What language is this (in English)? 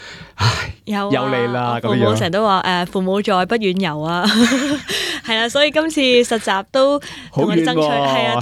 Cantonese